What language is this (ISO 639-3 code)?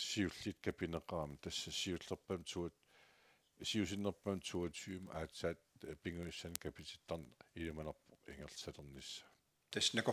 kal